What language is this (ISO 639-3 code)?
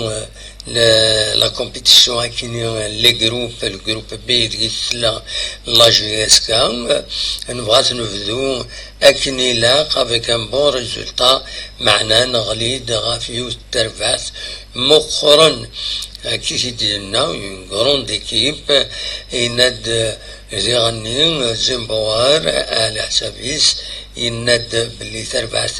kab